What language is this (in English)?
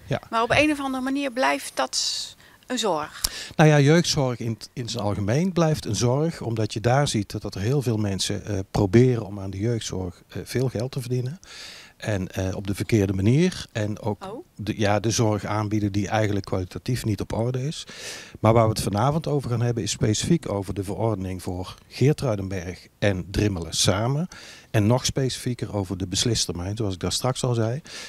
Dutch